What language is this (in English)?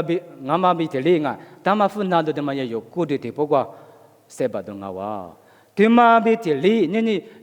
Lisu